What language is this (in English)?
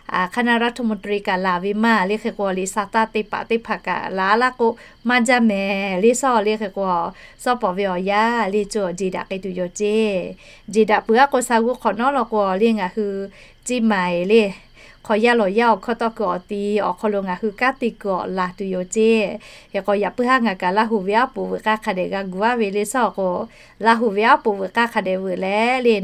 Lahu